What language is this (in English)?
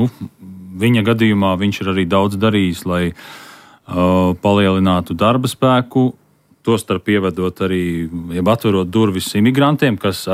Latvian